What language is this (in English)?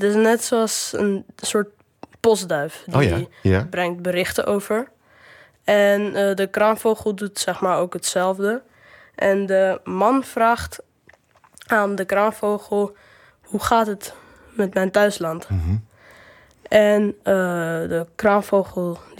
Dutch